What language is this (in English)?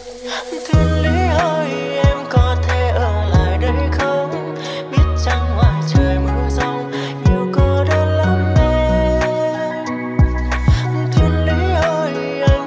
Vietnamese